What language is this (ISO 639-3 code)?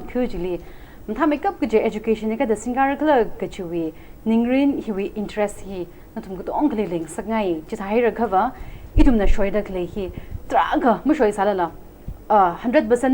nmf